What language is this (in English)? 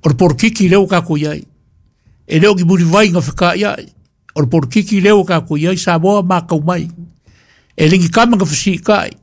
Samoan